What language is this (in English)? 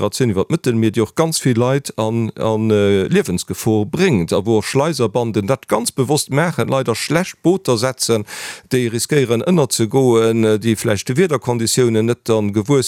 Luxembourgish